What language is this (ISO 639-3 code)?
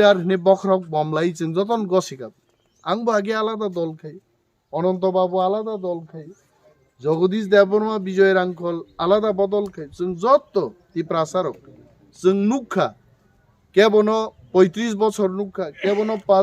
trp